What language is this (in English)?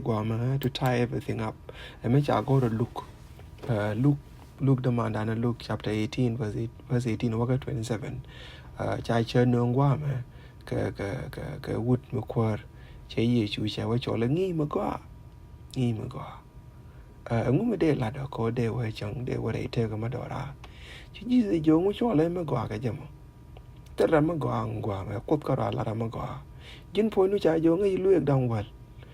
Nuer